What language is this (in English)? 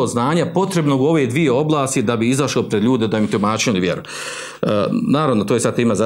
Bosnian